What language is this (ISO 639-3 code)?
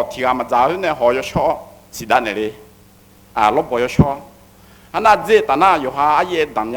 ahk